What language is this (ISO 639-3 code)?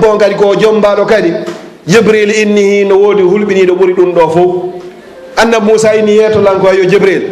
ful